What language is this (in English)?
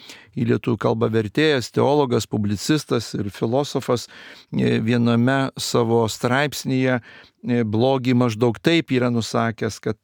Lithuanian